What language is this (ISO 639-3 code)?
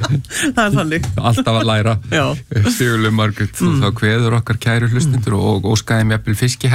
isl